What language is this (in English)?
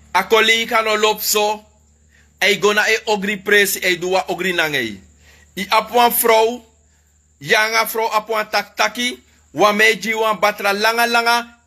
Sranan Tongo